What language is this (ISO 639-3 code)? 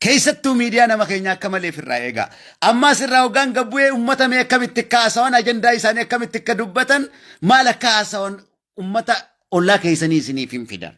orm